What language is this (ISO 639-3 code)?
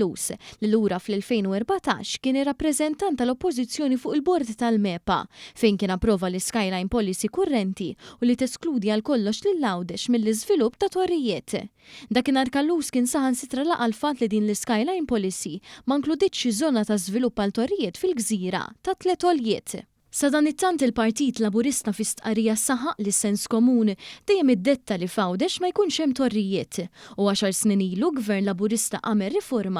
mlt